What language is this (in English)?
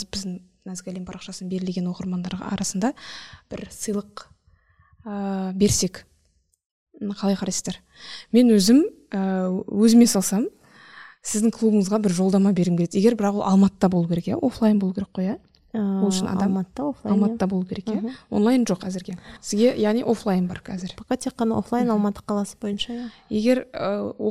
Kazakh